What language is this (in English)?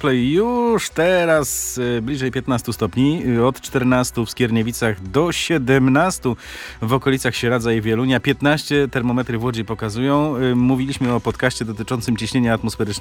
Polish